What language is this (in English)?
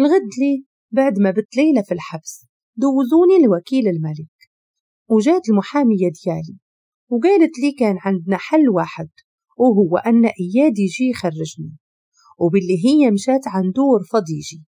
Moroccan Arabic